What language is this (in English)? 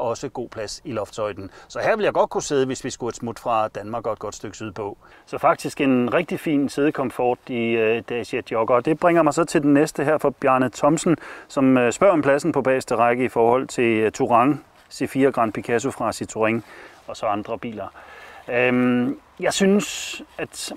Danish